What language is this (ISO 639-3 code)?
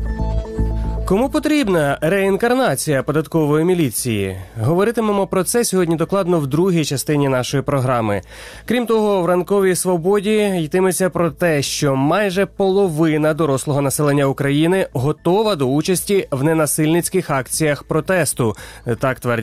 ukr